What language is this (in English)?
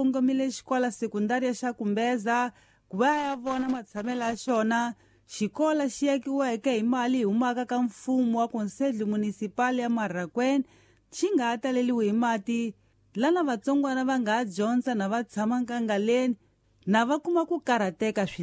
Tsonga